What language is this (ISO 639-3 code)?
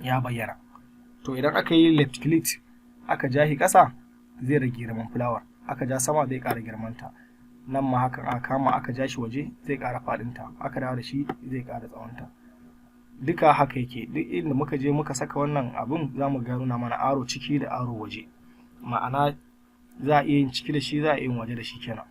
hau